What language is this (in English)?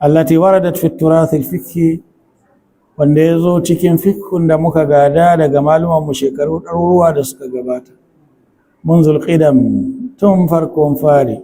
Hausa